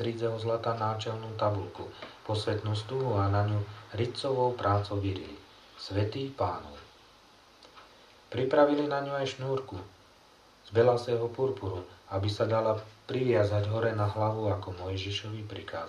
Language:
Slovak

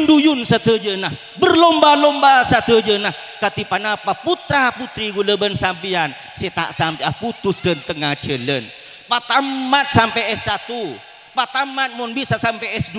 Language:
Madurese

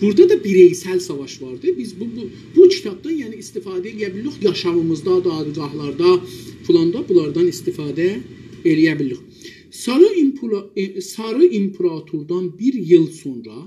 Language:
South Azerbaijani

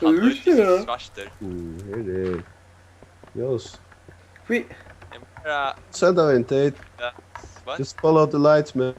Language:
Faroese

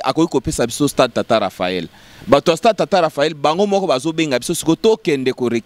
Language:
Lingala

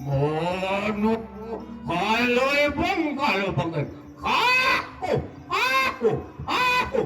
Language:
Balinese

